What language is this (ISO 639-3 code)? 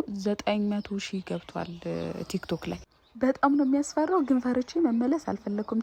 amh